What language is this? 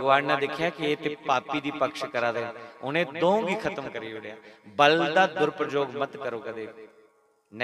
Dogri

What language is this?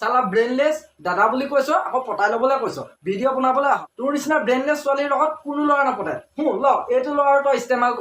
Assamese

